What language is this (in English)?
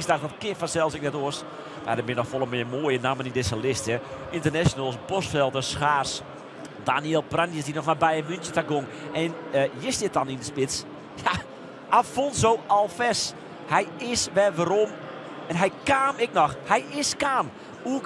Western Frisian